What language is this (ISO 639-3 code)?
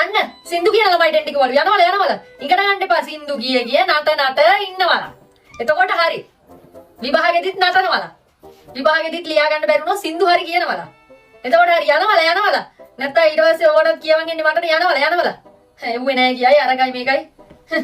sin